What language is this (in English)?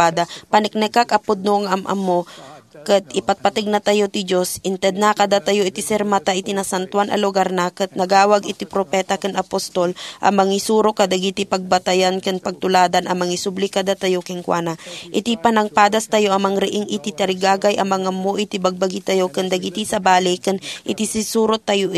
Iloko